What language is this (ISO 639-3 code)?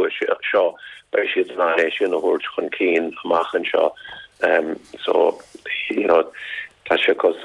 gle